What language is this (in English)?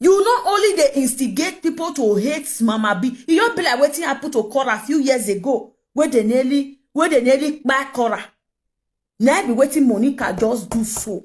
Nigerian Pidgin